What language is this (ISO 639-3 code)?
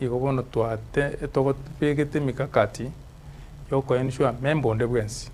guz